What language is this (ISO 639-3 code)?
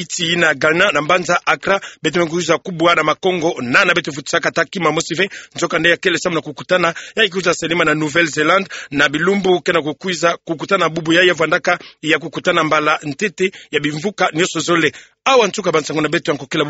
ktu